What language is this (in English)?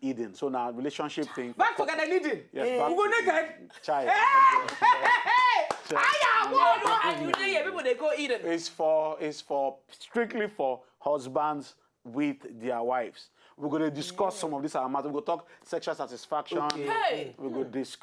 Nigerian Pidgin